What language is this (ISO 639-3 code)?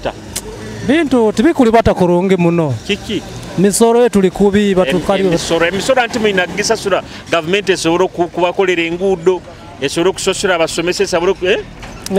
nyo